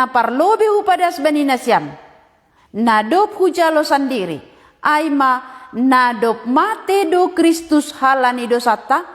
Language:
Batak Simalungun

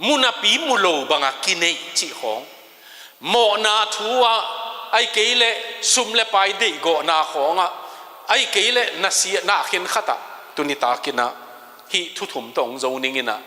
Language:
Tedim Chin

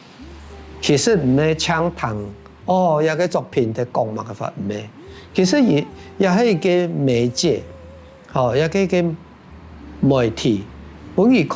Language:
Hakka Chinese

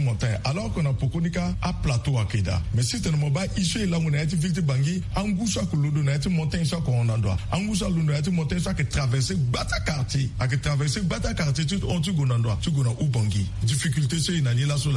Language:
Sango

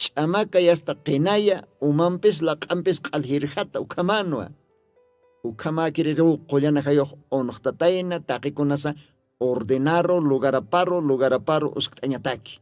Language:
Aymara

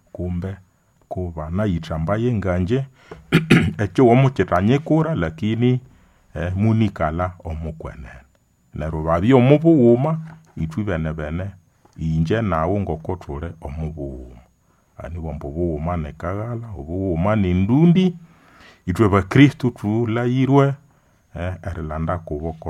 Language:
Nande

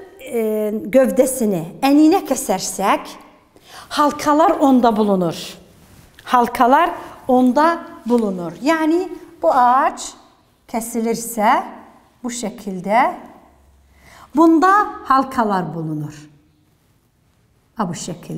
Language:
Turkish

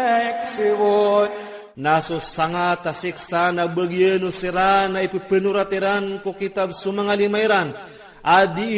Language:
Iranun (Philippines)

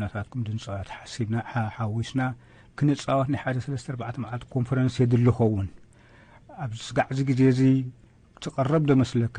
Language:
Tigrinya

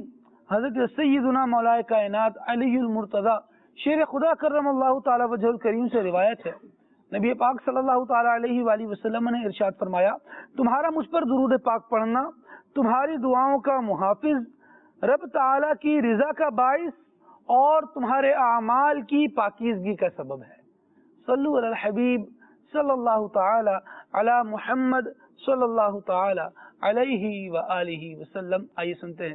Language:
Urdu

